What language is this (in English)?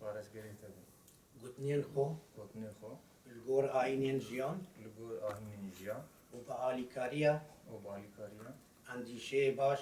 Kurdish